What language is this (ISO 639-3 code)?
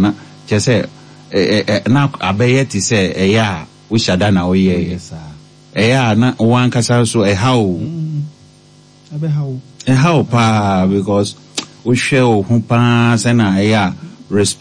aka